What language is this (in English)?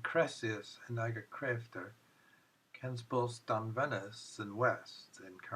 Cornish